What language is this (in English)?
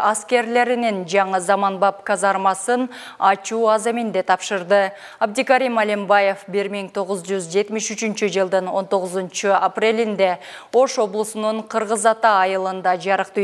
Kyrgyz